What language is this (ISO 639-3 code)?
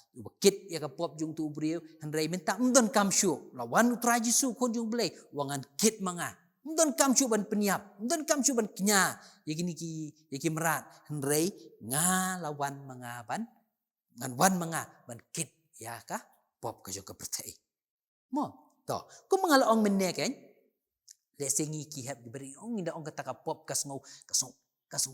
kha